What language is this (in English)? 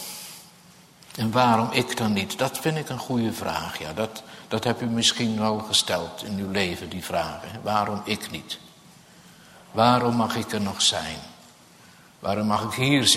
Dutch